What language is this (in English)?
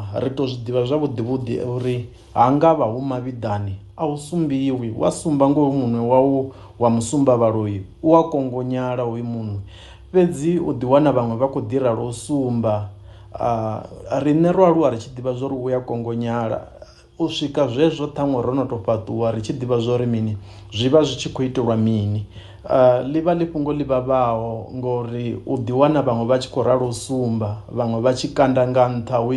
Venda